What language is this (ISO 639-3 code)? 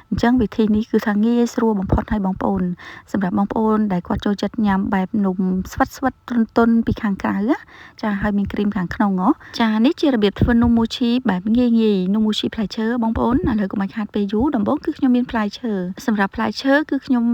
khm